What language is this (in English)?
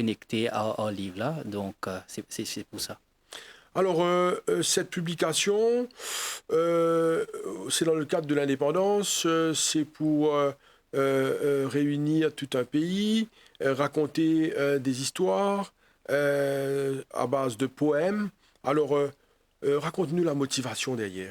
Morisyen